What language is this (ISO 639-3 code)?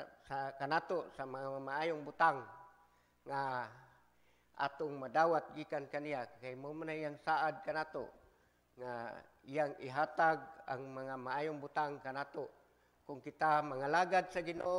ceb